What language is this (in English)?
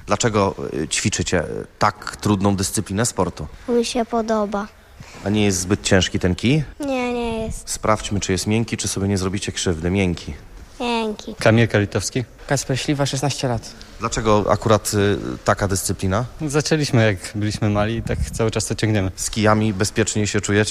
Polish